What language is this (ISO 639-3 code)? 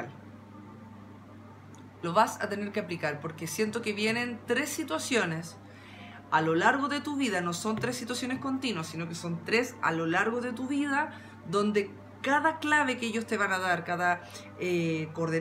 spa